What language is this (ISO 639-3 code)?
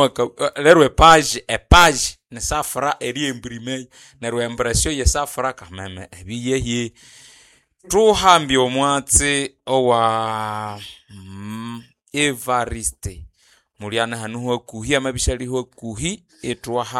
nnb